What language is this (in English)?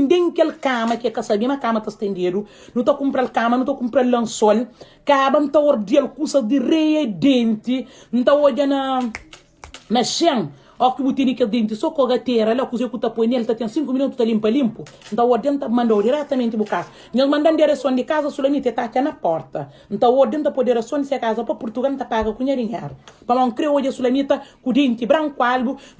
Kabuverdianu